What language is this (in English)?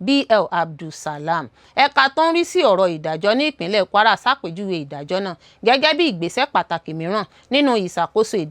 Yoruba